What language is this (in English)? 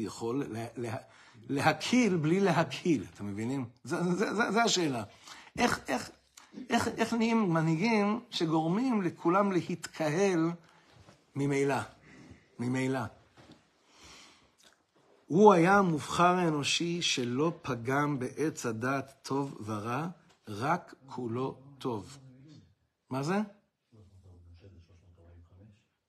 Hebrew